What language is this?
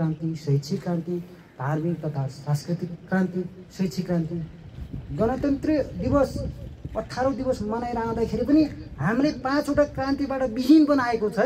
Nepali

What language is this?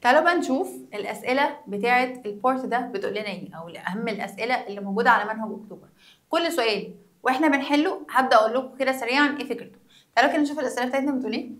Egyptian Arabic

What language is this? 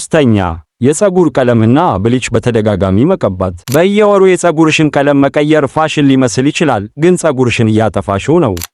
Amharic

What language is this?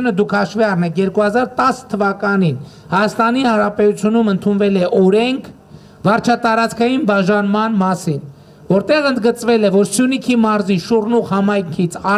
Armenian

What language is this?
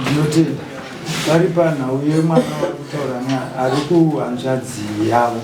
Shona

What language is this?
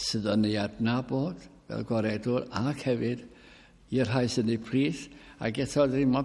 Welsh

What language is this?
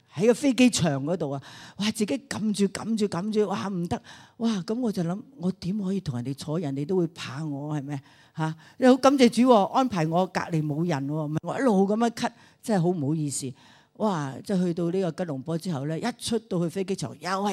Cantonese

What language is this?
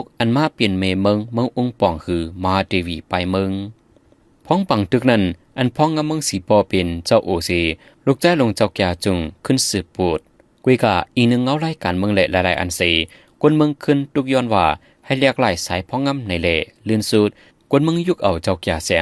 Shan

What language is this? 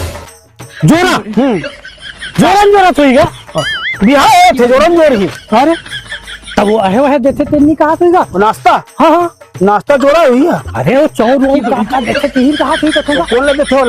Chhattisgarhi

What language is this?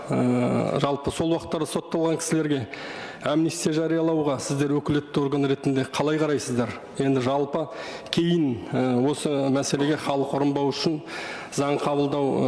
Kazakh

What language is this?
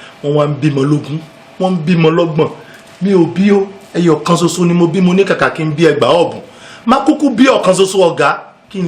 Yoruba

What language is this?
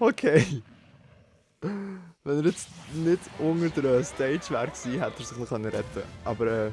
Swiss German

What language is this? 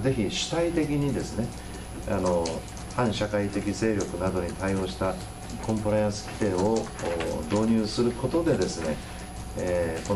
Japanese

